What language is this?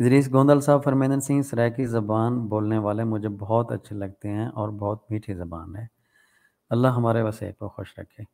Saraiki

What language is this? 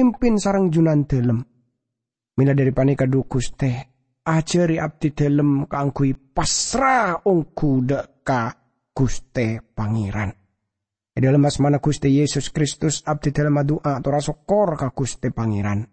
Madurese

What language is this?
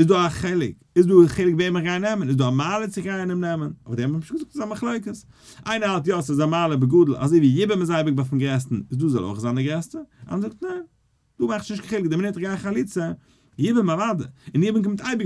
Yiddish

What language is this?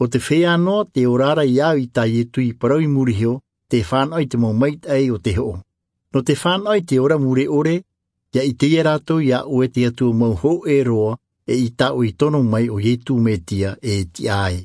Tahitian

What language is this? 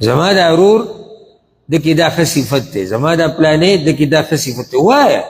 Pashto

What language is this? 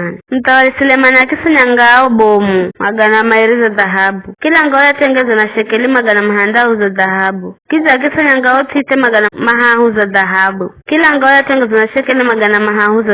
Giryama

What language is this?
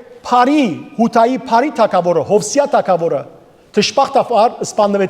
Western Armenian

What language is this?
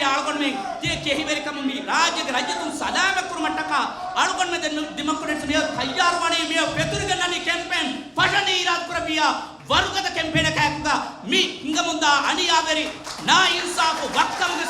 Divehi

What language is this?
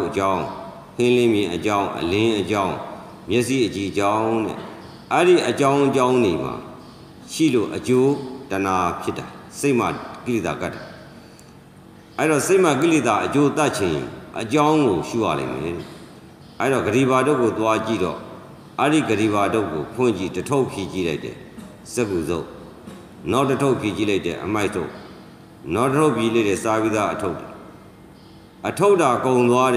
Burmese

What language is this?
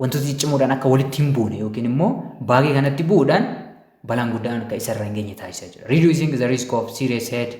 Oromo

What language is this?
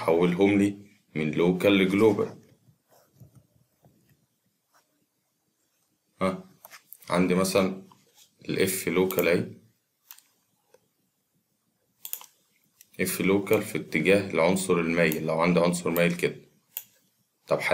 Egyptian Arabic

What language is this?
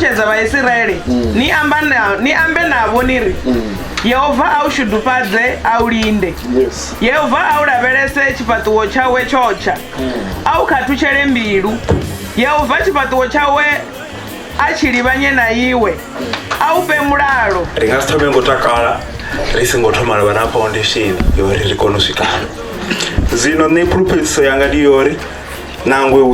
Venda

